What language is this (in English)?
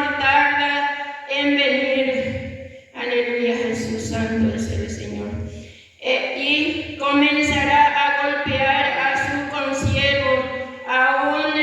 Guarani